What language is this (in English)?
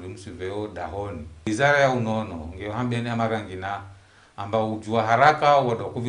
Ngazidja Comorian